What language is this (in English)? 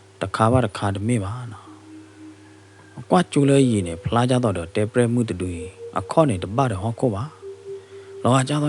S'gaw Karen